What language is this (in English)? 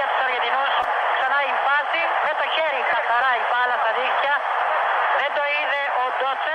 Greek